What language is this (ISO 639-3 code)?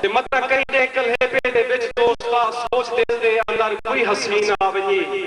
skr